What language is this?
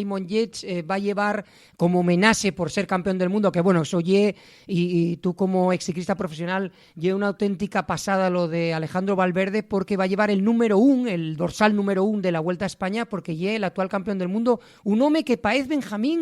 Asturian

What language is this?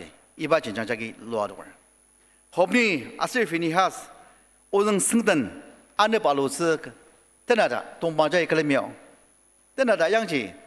Ao Naga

